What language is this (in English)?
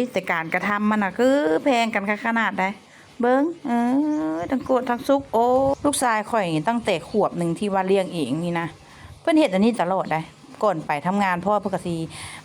Lao